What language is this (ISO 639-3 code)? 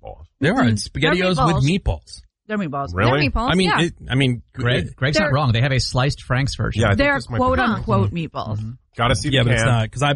eng